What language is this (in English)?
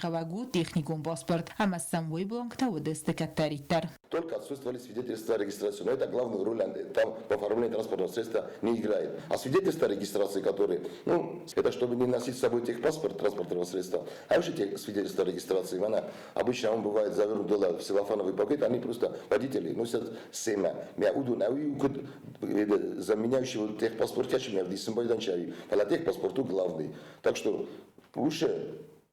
Ossetic